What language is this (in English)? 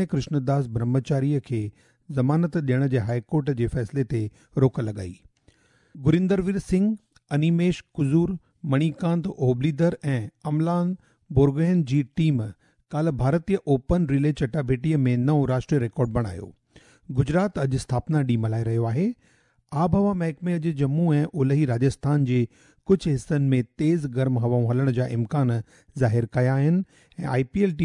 Sindhi